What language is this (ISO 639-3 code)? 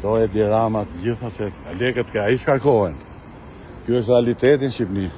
sqi